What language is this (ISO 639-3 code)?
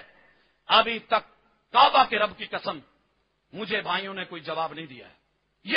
urd